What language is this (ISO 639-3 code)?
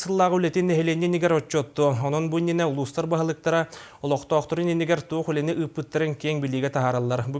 sah